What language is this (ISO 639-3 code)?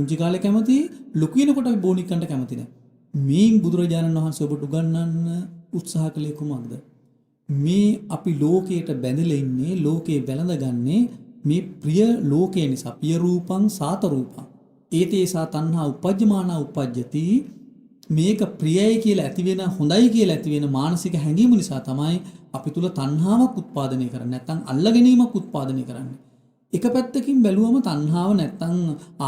sin